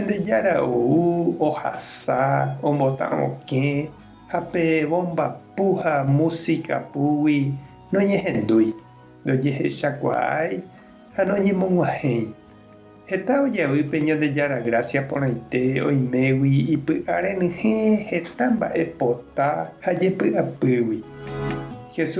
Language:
Guarani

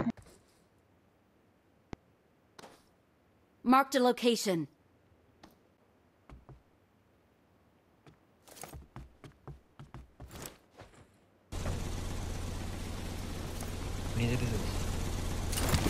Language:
Bangla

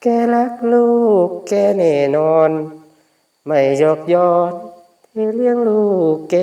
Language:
Lao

